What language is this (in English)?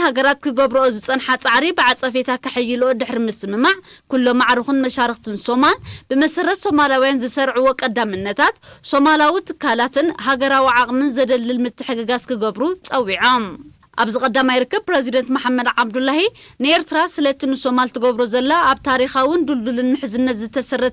Tigrinya